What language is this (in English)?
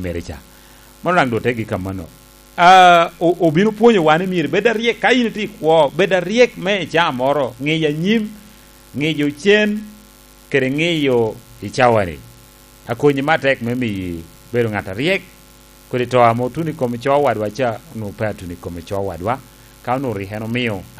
Lango (Uganda)